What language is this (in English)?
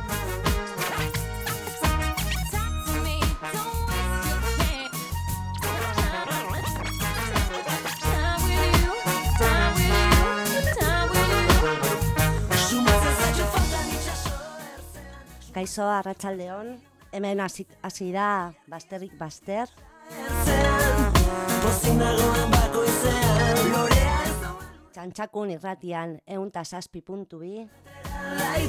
Basque